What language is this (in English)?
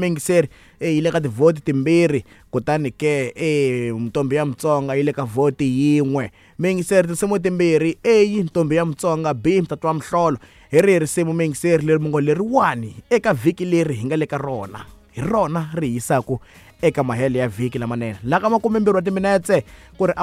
Tsonga